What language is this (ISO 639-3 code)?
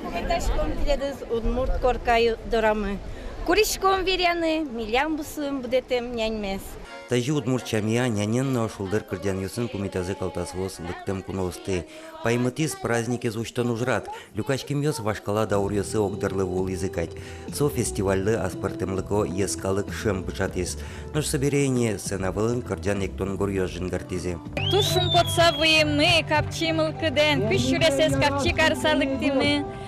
udm